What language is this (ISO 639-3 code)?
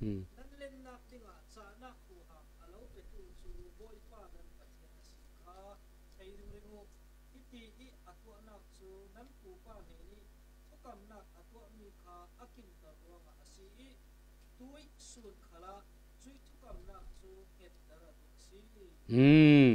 cfm